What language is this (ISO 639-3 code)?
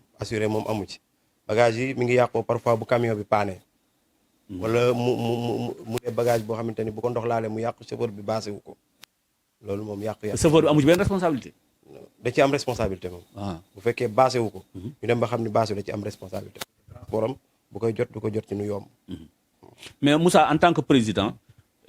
wol